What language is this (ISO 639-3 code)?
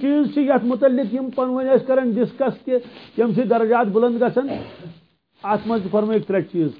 kas